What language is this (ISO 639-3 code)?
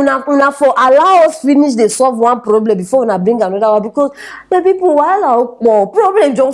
pcm